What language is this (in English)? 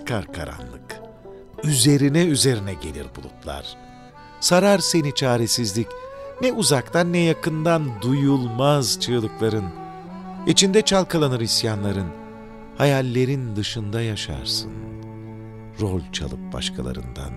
Turkish